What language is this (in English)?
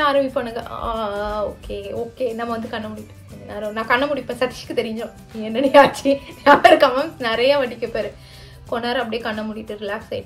Tamil